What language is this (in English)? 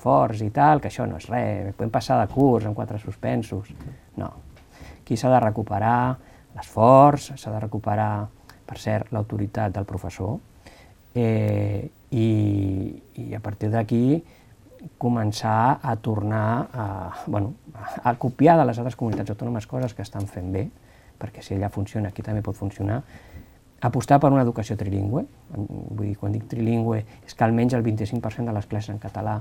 Catalan